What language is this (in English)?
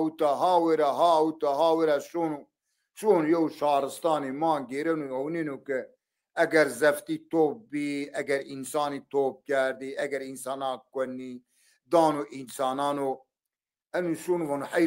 Zaza